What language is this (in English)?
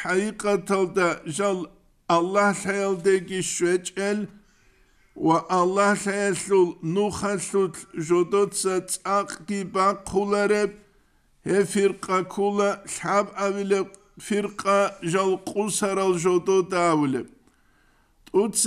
Avaric